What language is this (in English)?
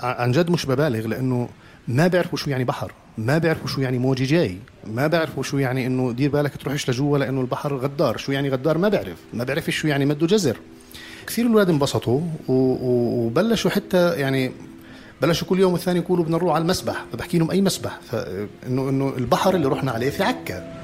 North Levantine Arabic